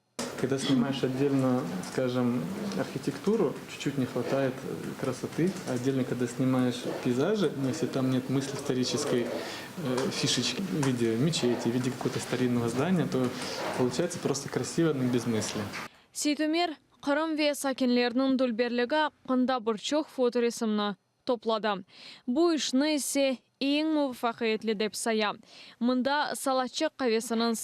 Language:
Crimean Tatar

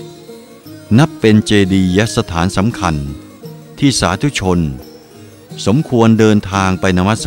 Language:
Thai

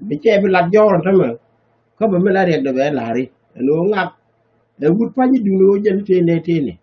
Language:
Nuer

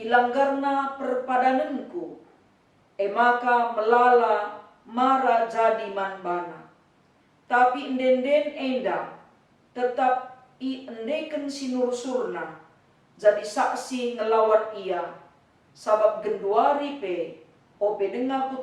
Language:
Batak Karo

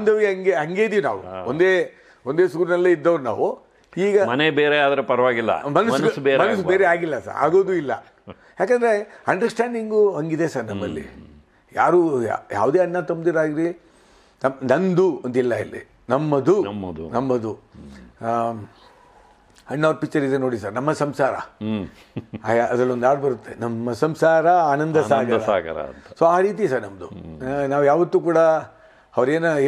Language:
Kannada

